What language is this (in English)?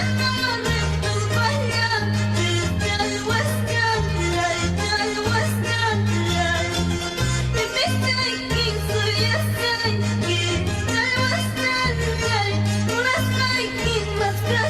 Quechua